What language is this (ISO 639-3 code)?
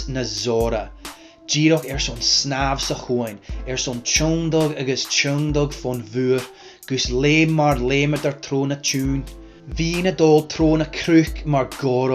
gla